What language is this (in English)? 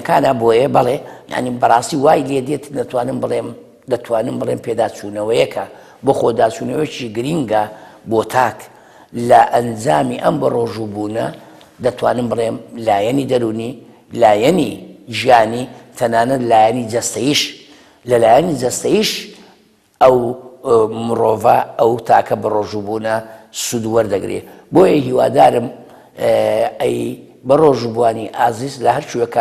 Central Kurdish